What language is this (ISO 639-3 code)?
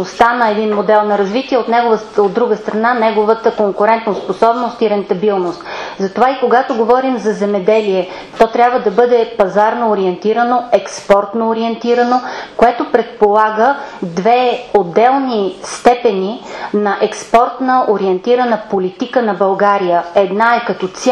bul